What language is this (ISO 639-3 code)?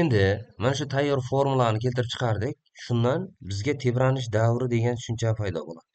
uzb